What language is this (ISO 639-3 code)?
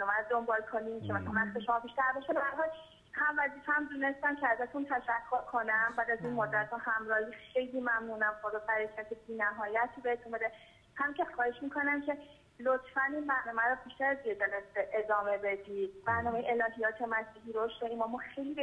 fas